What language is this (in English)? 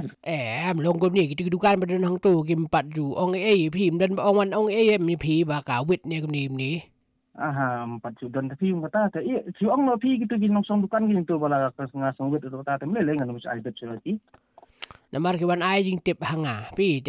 Khasi